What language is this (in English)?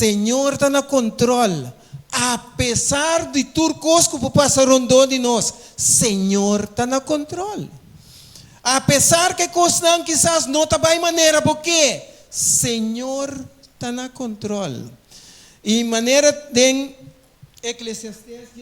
Papiamento